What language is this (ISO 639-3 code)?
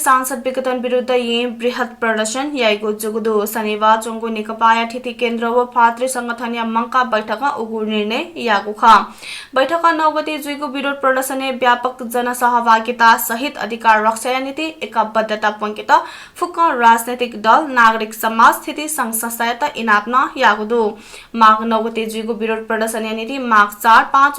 new